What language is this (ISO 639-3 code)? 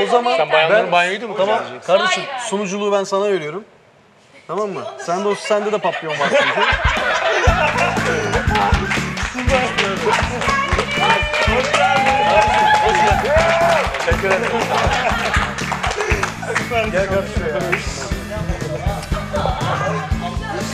tur